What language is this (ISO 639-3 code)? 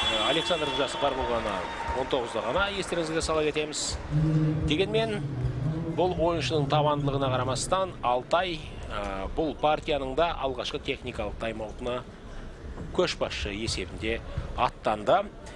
kaz